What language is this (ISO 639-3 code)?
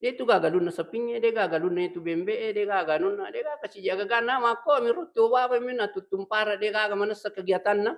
bug